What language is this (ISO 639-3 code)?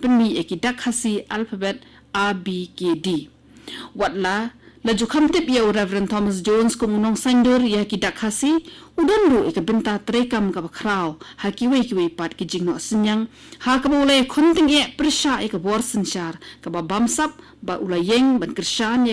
kha